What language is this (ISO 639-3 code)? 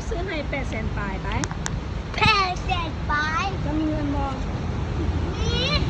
lao